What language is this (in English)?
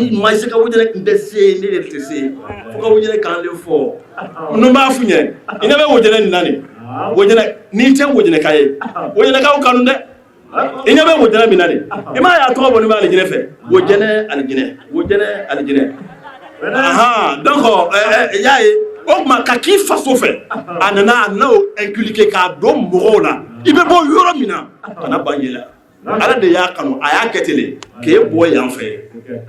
Bambara